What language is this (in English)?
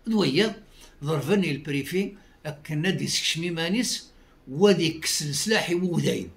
Kabyle